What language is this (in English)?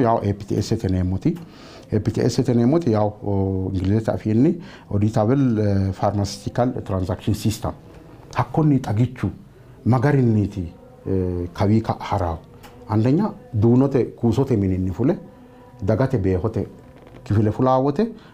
Sidamo